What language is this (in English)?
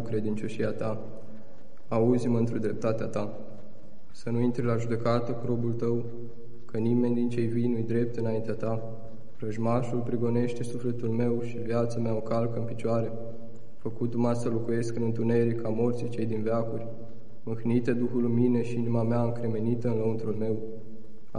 Romanian